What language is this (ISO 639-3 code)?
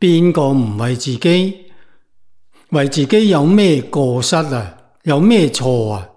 yue